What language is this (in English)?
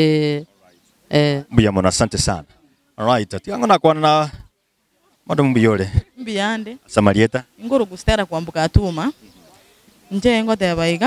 Gusii